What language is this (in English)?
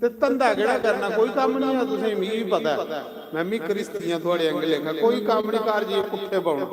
Dogri